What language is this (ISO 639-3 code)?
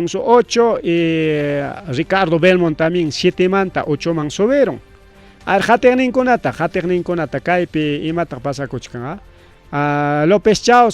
quy